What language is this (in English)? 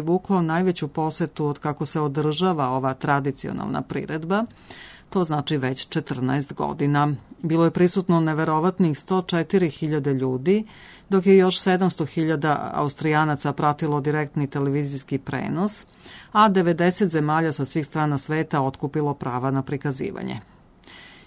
Serbian